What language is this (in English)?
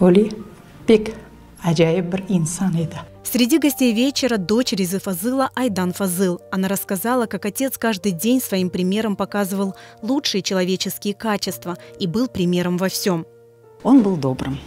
Crimean Tatar